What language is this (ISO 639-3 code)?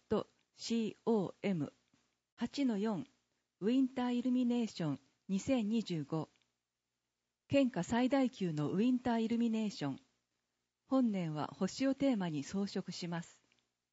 jpn